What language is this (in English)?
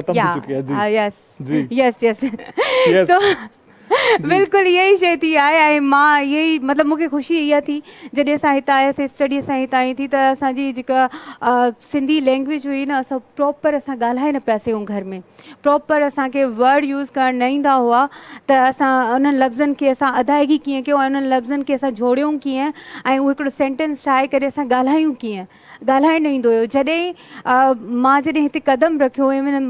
Sindhi